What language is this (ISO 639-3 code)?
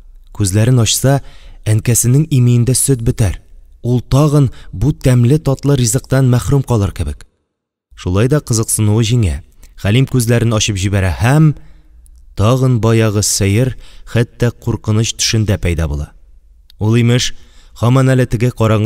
tat